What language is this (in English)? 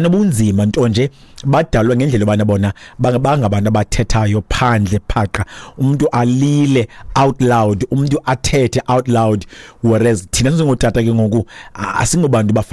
Xhosa